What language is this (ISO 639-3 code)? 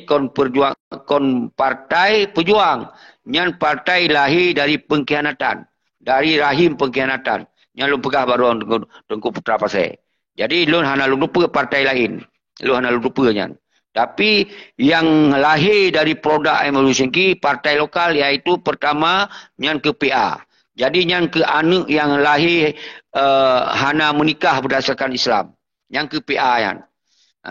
ace